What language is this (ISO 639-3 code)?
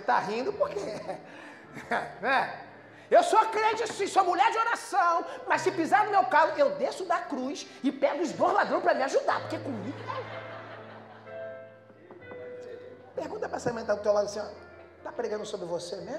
por